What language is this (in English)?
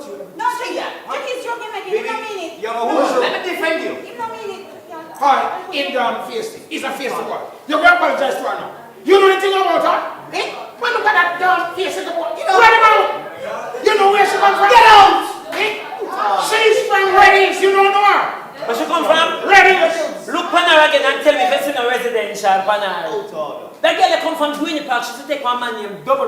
Jamaican Creole English